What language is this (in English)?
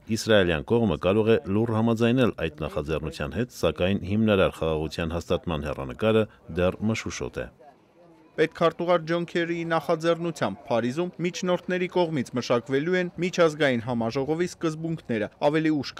Armenian